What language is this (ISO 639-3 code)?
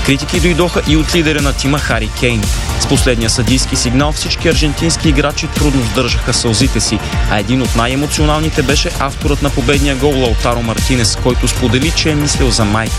bul